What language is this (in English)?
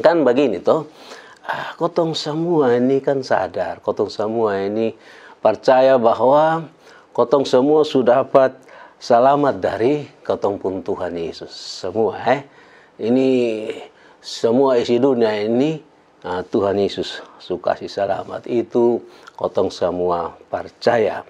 Kupang Malay